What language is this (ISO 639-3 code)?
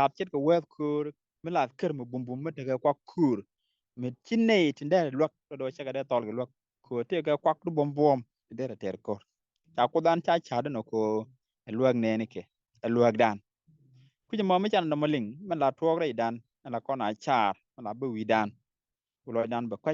nus